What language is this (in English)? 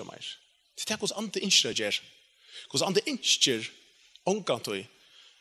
Faroese